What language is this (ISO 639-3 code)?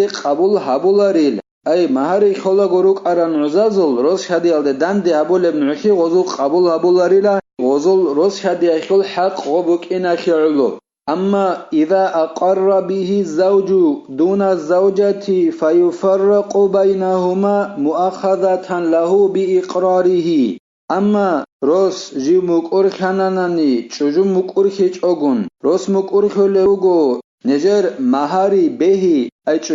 ava